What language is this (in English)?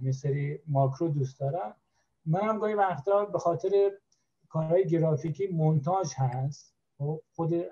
Persian